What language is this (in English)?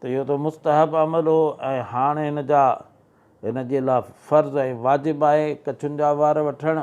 Sindhi